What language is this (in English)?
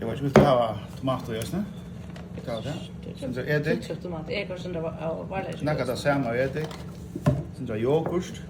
Faroese